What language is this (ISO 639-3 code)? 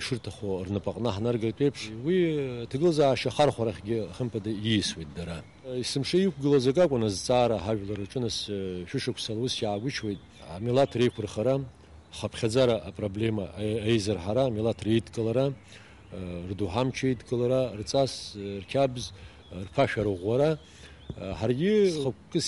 abk